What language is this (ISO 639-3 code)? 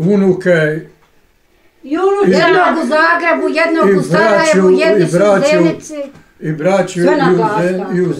bos